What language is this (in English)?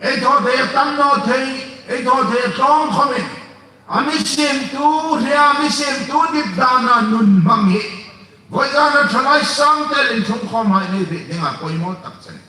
Hmar